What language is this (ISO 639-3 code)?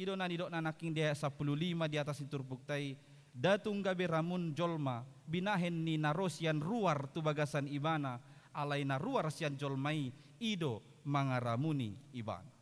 bbc